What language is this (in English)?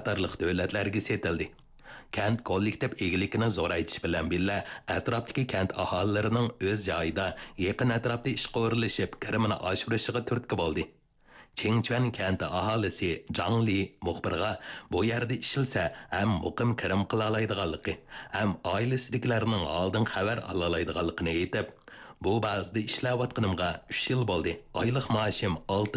Uyghur